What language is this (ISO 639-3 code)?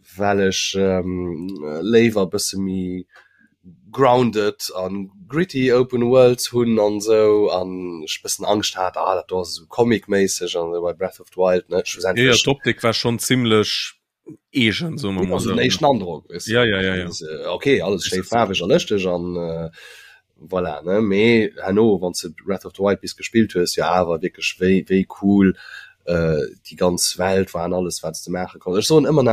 ltz